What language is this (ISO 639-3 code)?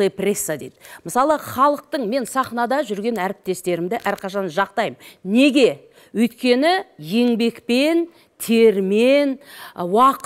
kaz